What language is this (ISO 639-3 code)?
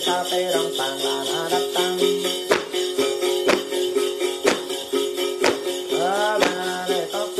vie